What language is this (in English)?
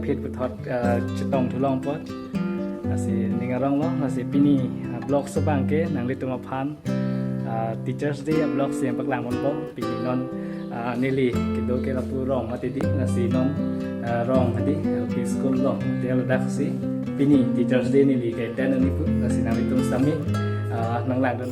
Karbi